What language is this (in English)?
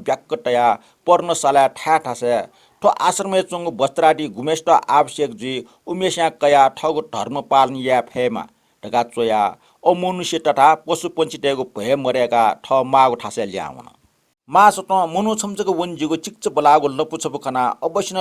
Newari